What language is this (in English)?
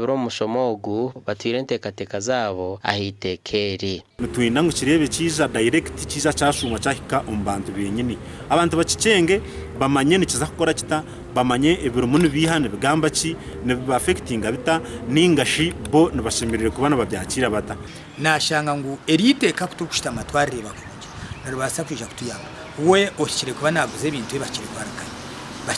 Nyankole